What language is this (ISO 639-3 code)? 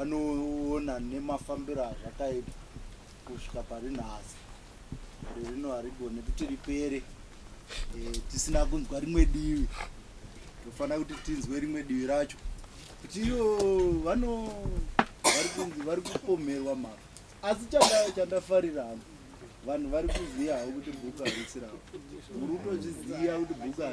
sna